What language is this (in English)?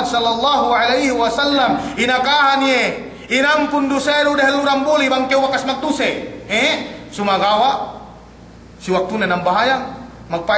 Yakan